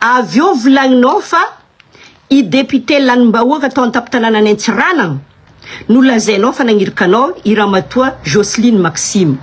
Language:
Malagasy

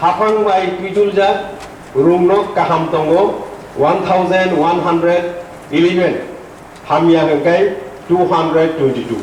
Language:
Kok Borok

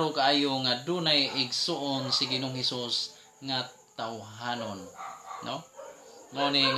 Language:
Cebuano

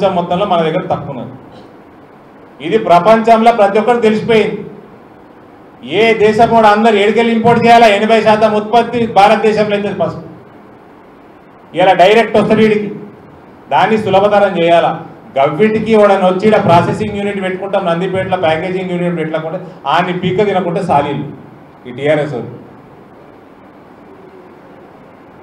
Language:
Telugu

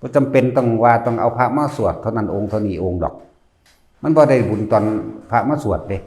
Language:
Lao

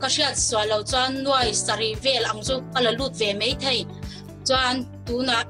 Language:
Mizo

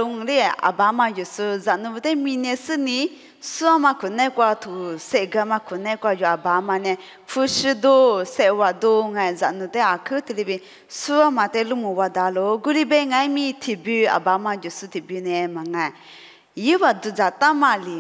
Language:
Lisu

